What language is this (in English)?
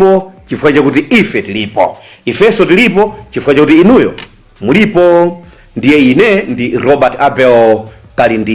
Nyanja